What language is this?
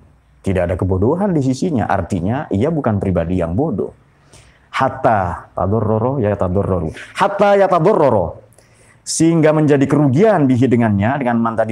Indonesian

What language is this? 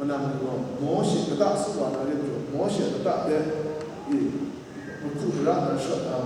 Kachin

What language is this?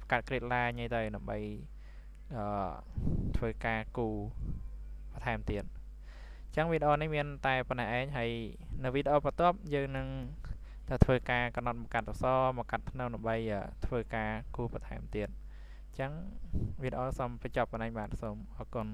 Khmer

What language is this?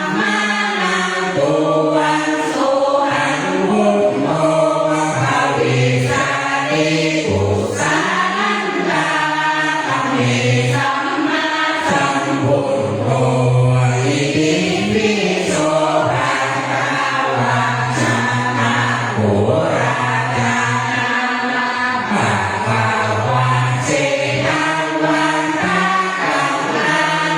Pali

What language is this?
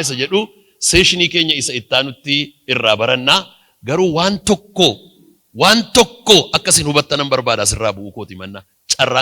Oromo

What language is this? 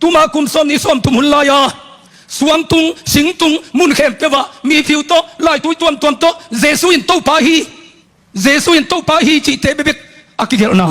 Tedim Chin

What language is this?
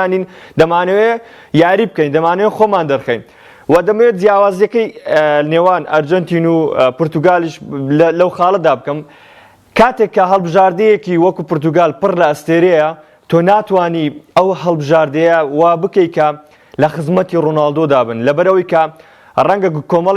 Central Kurdish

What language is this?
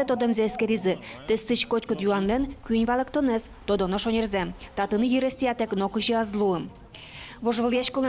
Udmurt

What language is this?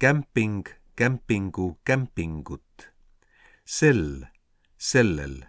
Estonian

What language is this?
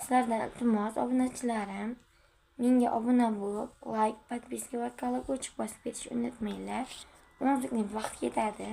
Uzbek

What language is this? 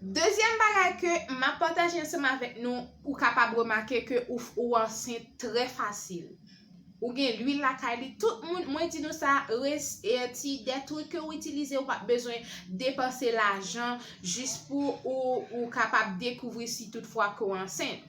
Haitian Creole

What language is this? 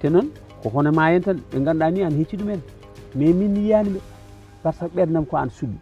Fula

